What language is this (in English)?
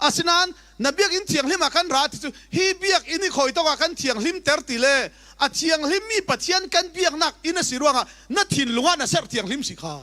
Falam Chin